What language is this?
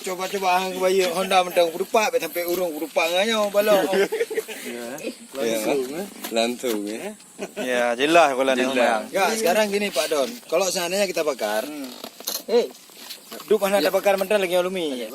Achinese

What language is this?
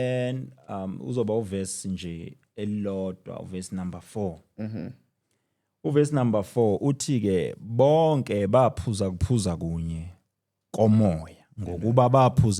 Zulu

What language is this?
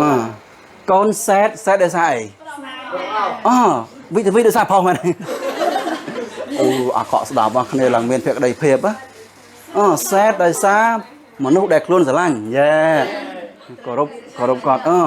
Khmer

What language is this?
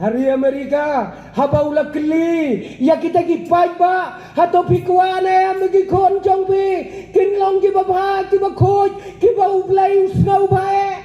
Khasi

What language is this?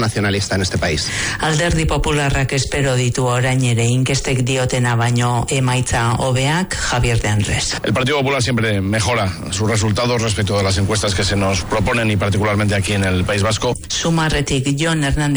Basque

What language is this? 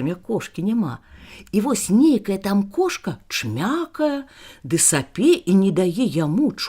Belarusian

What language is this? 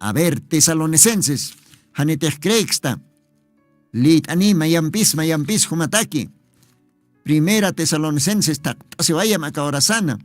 Aymara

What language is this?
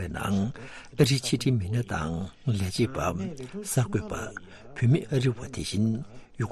Tibetan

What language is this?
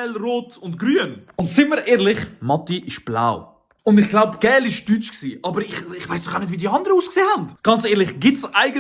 Swiss German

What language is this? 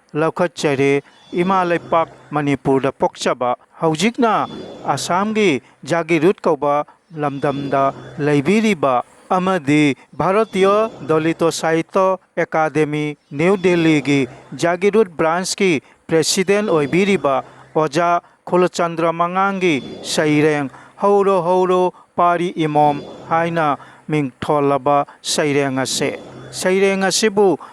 Manipuri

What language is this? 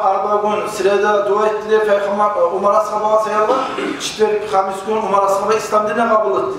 Kumyk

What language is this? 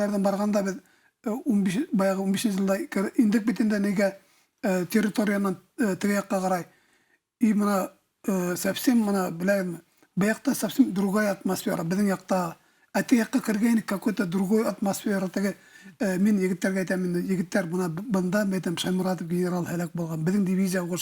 Bashkir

